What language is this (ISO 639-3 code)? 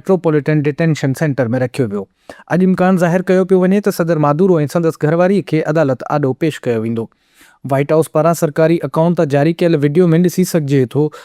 snd